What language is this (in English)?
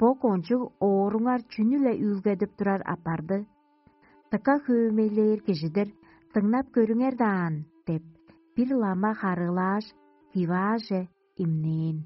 Tuvinian